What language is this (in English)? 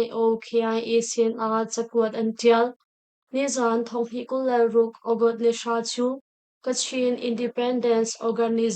Hakha Chin